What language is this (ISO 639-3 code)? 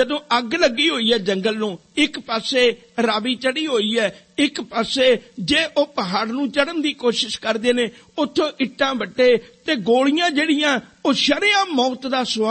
pan